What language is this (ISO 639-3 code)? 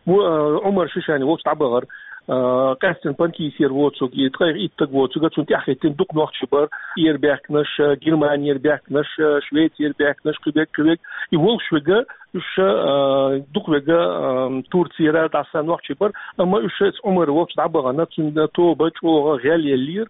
che